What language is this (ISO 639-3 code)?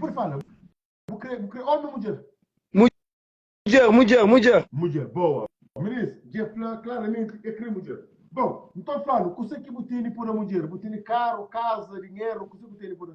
kea